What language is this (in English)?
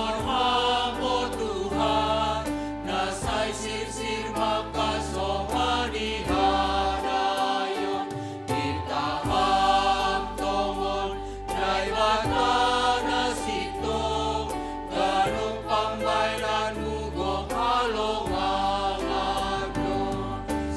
Batak Simalungun